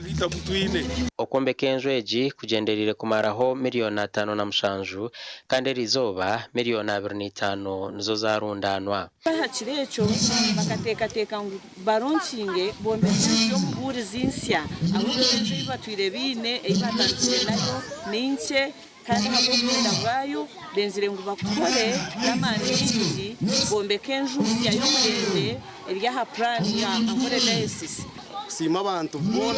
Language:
Nyankole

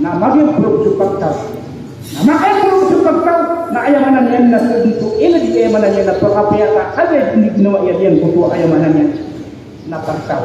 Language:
Maranao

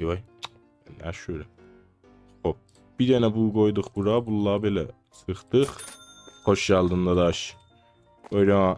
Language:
South Azerbaijani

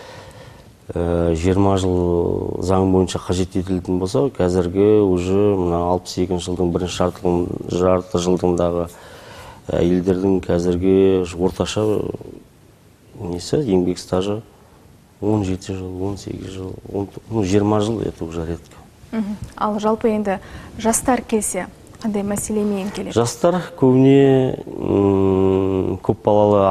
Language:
Kazakh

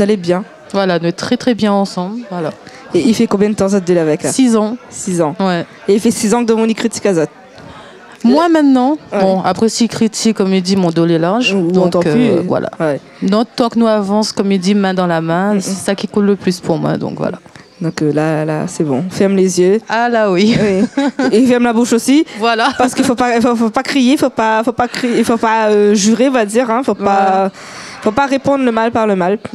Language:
Réunion Creole French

